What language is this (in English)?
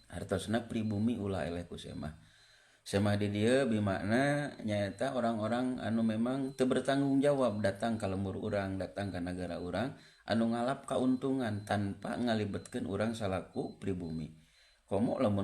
Sundanese